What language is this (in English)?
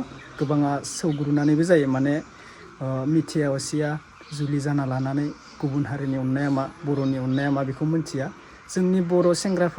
Bodo